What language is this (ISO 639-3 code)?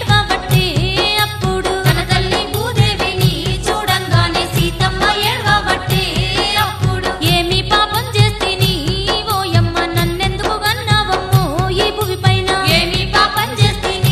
tel